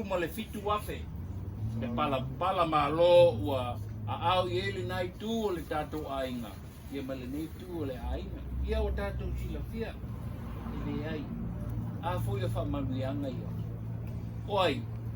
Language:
Samoan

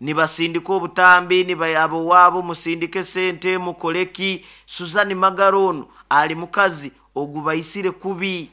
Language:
Nyoro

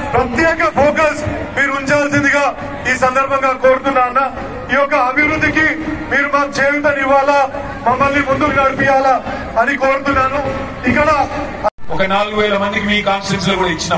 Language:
Telugu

